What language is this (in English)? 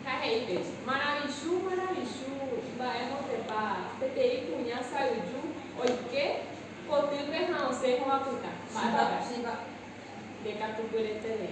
Guarani